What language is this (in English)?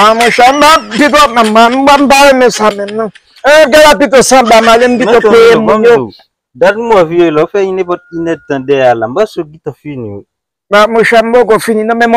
Haitian Creole